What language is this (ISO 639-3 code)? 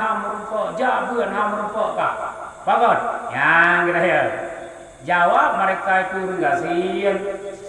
ace